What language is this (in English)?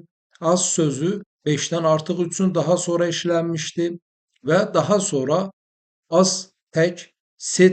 Azerbaijani